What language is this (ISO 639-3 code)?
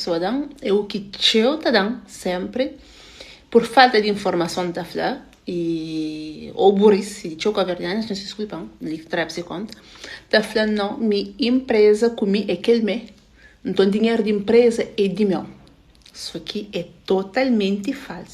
kea